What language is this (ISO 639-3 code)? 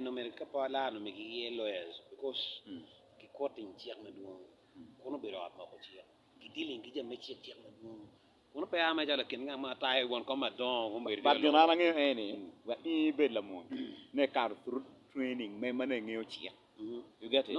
ach